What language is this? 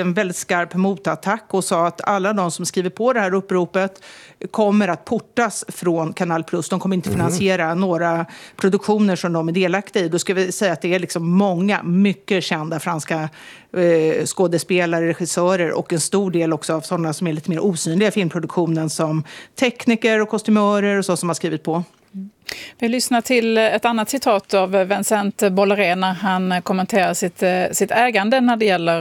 Swedish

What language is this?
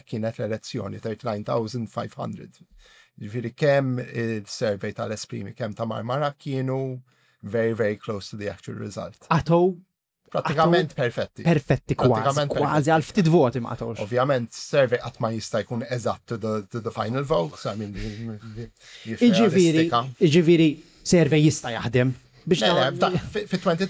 Maltese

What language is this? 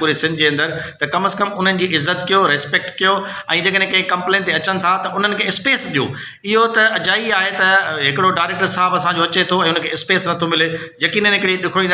Sindhi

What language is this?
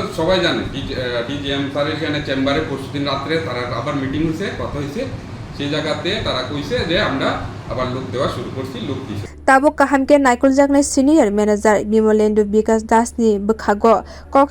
Kok Borok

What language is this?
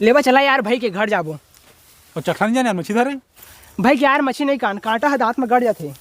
Chhattisgarhi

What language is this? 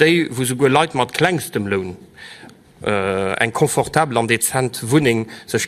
Luxembourgish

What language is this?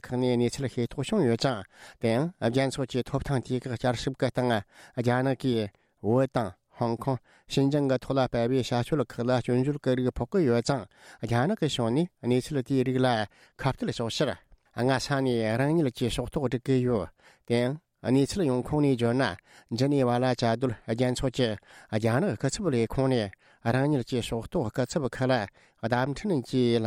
Tibetan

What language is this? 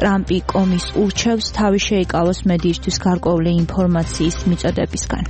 Georgian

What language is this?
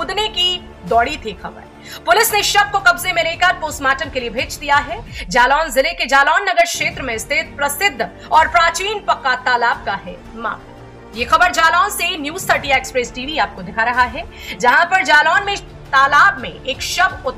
Hindi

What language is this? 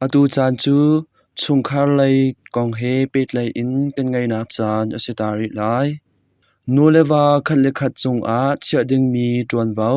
Hakha Chin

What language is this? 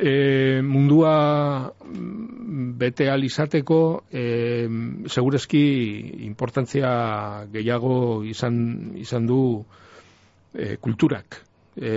Basque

